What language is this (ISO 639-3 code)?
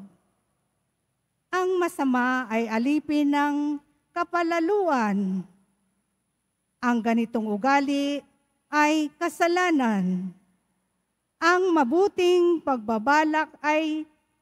fil